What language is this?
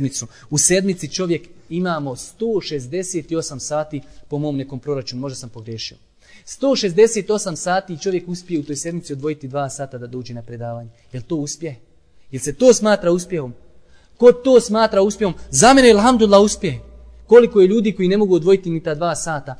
Bosnian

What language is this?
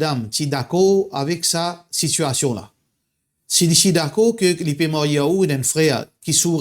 Morisyen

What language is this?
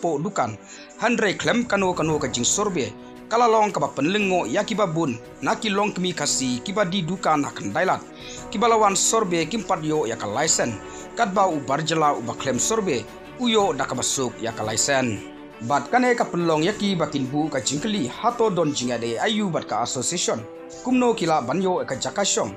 Khasi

